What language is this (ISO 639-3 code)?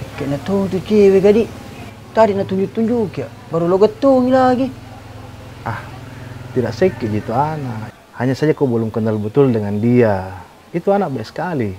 mfp